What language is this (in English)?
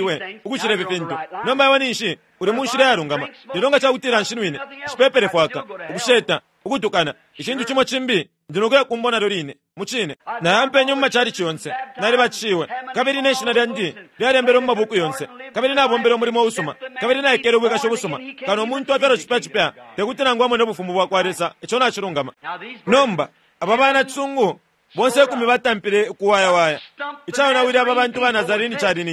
Bemba